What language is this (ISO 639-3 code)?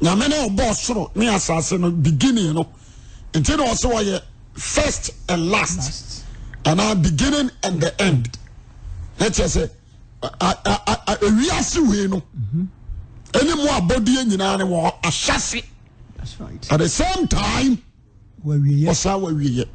aka